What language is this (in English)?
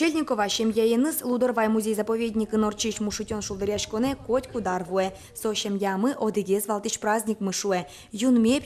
Udmurt